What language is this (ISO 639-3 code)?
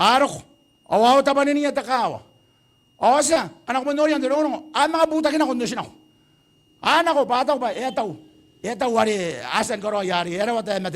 gil